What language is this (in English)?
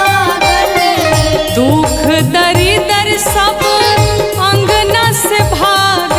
Bhojpuri